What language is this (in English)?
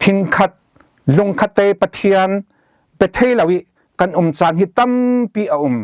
Falam Chin